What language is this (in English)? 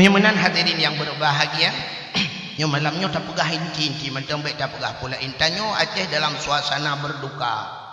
Achinese